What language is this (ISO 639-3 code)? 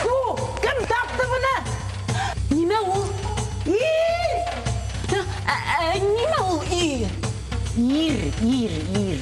bak